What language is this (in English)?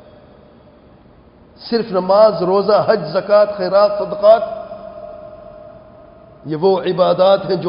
Urdu